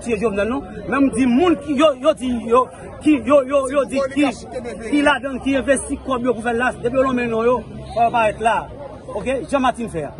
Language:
Haitian Creole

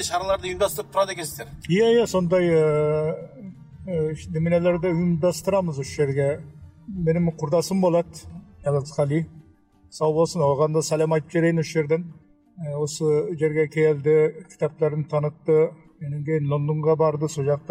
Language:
Kazakh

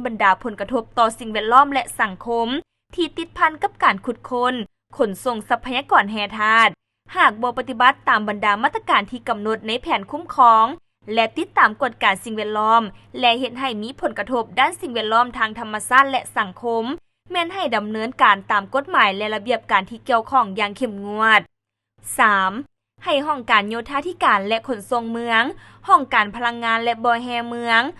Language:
Lao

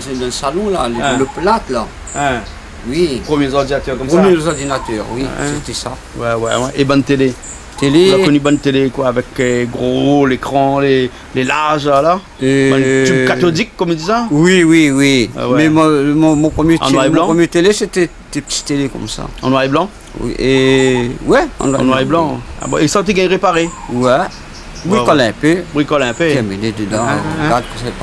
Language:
Réunion Creole French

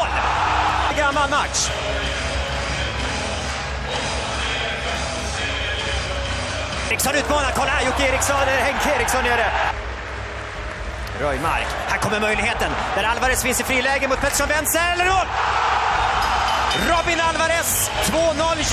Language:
Swedish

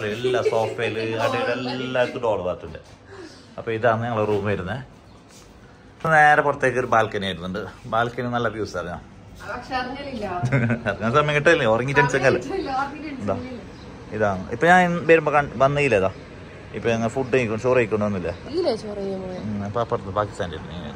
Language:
Malayalam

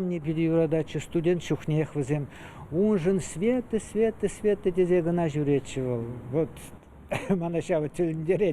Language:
Chuvash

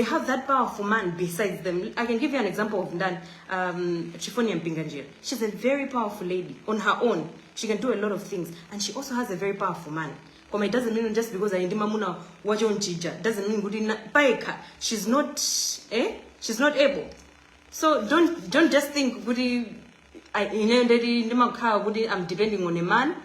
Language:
Nyanja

